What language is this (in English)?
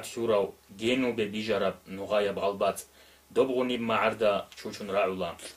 Avaric